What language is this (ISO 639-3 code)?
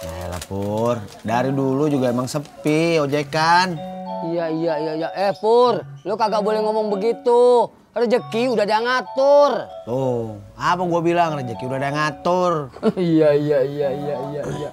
bew